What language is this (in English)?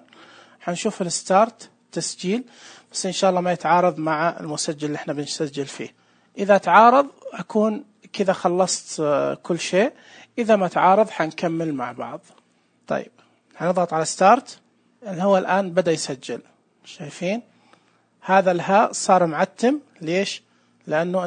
Najdi Arabic